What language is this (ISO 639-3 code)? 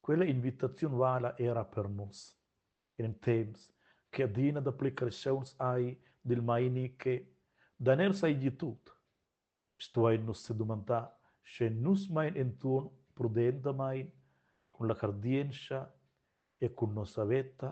roh